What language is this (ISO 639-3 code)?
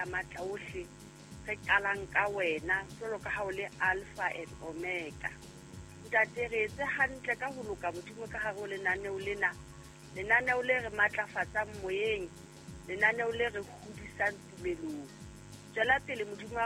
sot